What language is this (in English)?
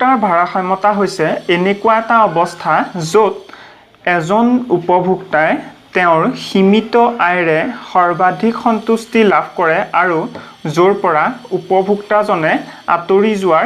Assamese